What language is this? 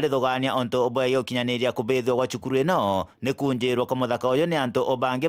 Meru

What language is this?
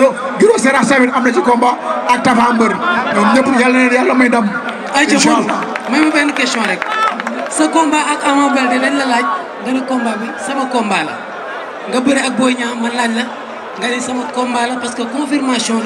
Wolof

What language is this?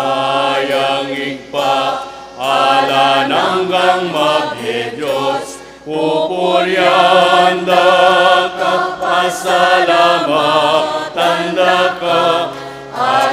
Pampanga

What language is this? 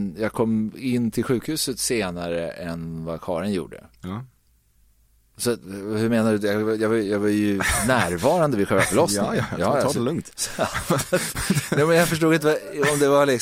Swedish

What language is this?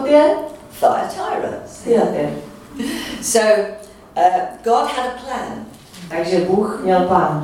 Czech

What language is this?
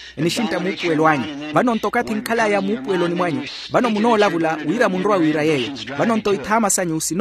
Makhuwa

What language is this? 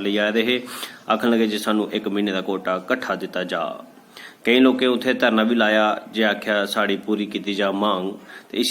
Dogri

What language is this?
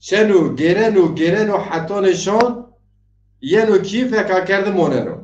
Zaza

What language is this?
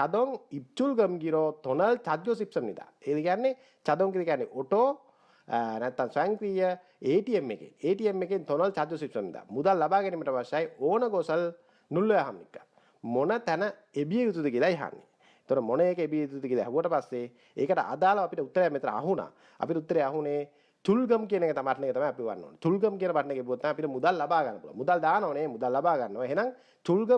Sinhala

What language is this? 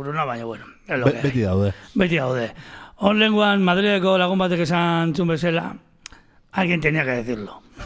Basque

